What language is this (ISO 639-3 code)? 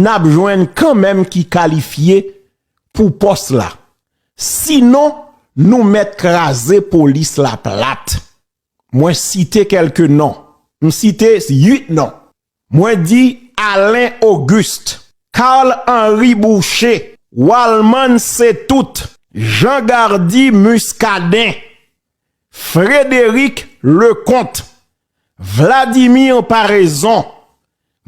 hat